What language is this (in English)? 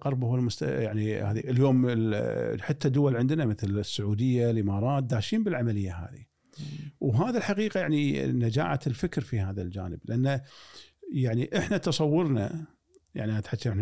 Gulf Arabic